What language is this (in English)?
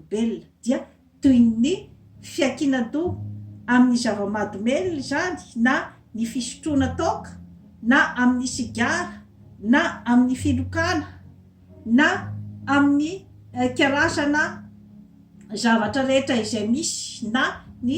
Malagasy